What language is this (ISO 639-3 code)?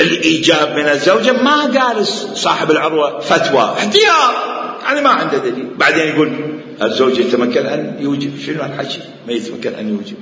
acm